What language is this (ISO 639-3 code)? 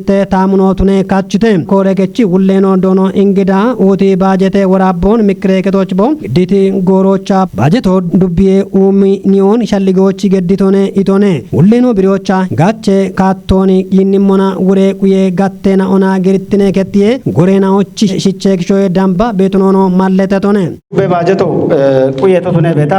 kbr